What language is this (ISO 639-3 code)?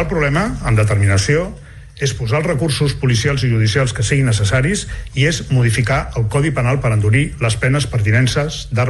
cat